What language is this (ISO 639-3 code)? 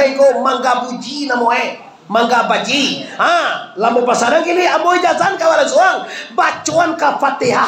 min